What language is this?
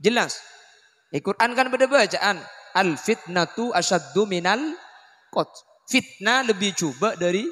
Madurese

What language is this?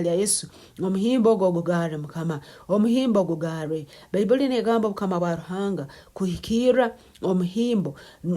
Nyankole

